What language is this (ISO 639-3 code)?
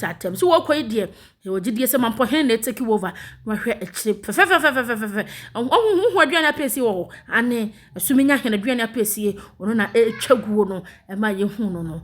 aka